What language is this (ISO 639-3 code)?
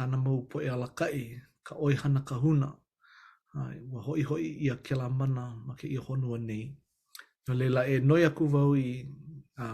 haw